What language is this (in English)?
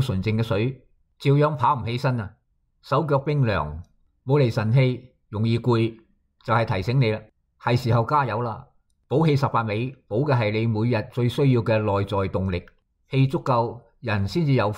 Cantonese